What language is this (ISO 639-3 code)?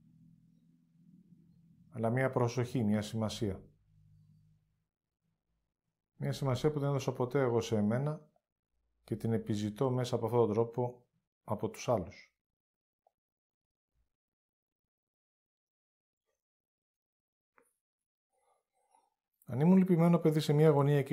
ell